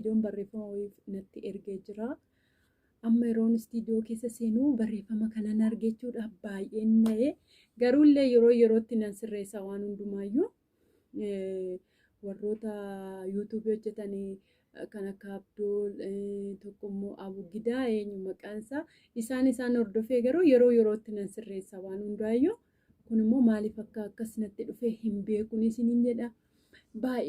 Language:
Oromo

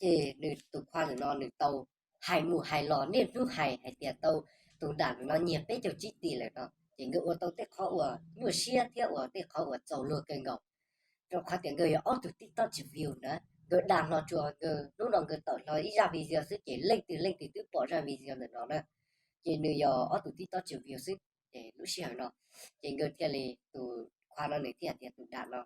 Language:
Hmong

